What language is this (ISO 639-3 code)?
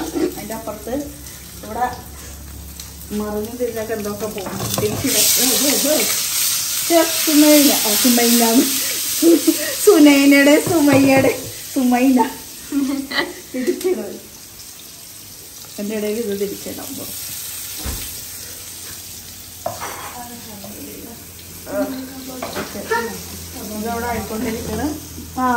mal